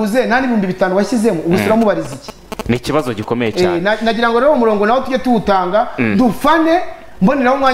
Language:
Kinyarwanda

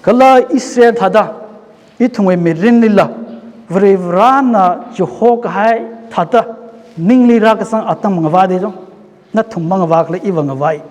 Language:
Tangkhul Naga (India)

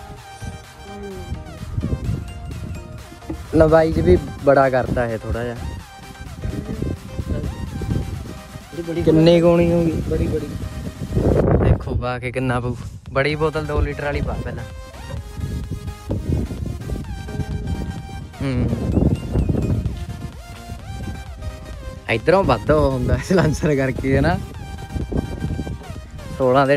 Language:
Punjabi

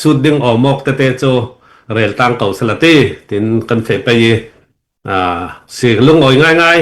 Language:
Hakha Chin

